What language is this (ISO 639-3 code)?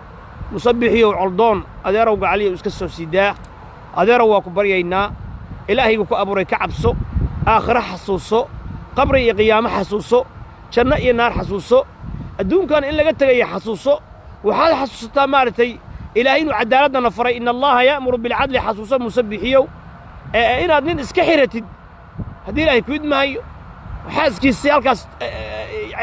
som